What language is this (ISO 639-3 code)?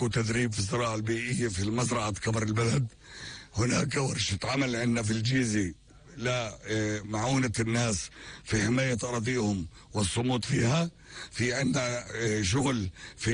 apc